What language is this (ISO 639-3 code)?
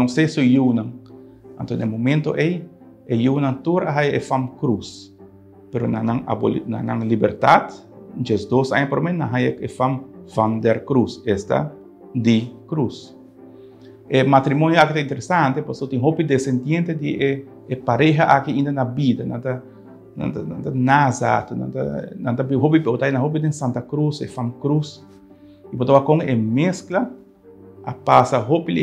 pap